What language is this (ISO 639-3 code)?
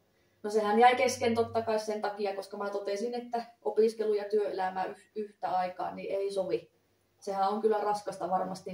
fin